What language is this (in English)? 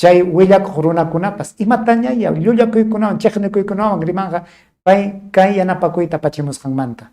Ayacucho Quechua